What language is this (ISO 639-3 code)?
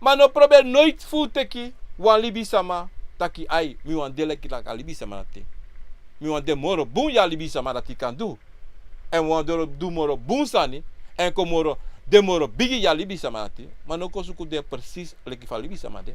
srn